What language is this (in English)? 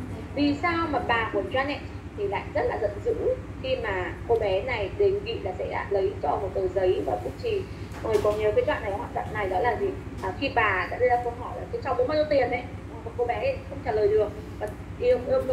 Vietnamese